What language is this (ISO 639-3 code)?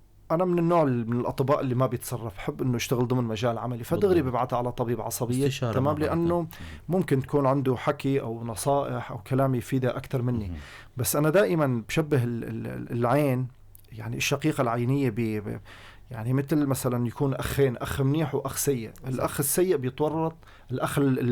apc